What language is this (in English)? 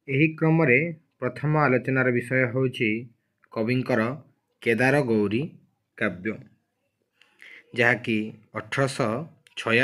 Odia